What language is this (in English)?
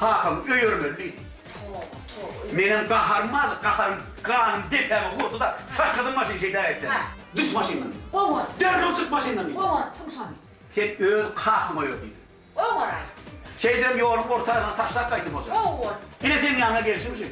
Turkmen